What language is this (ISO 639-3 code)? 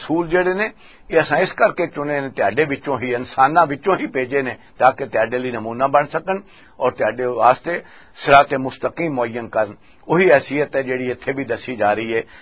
lah